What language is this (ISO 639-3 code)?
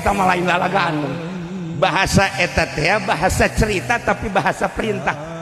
sun